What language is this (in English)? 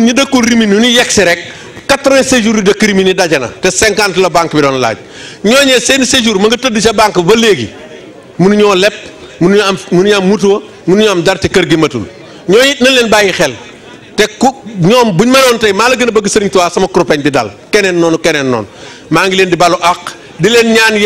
Wolof